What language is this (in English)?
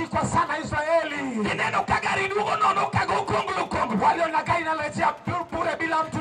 Luo (Kenya and Tanzania)